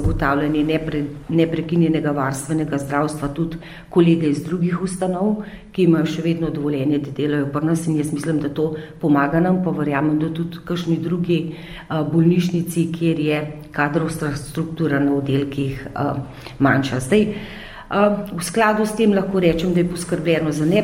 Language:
Slovenian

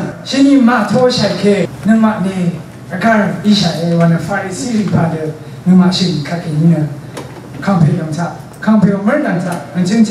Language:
Rawang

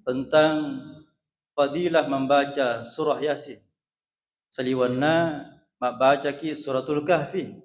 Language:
Buginese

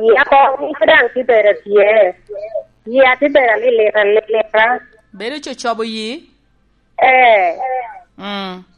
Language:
Lango (Uganda)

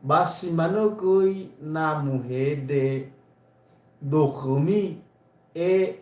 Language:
Nias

